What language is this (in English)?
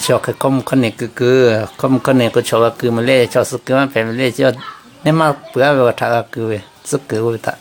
Lahu